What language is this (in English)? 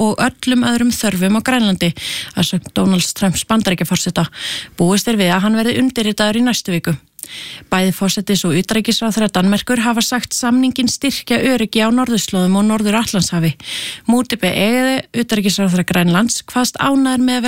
Icelandic